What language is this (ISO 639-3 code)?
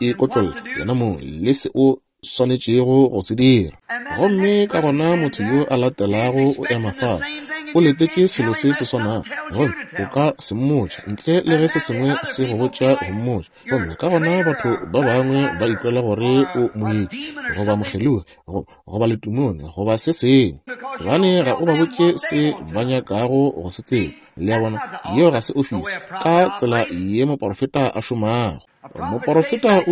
nso